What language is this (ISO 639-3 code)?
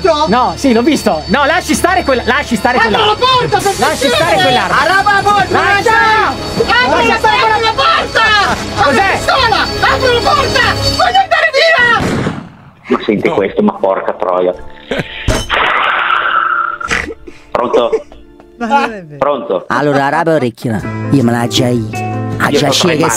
ita